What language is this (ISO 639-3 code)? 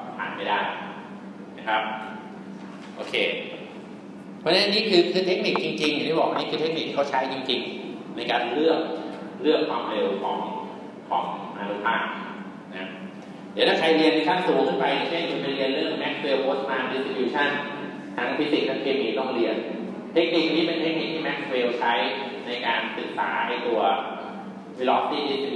tha